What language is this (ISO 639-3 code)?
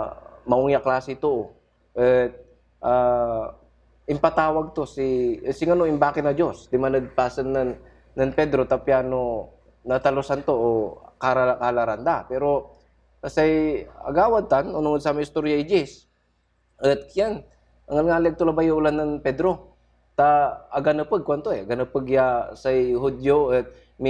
pag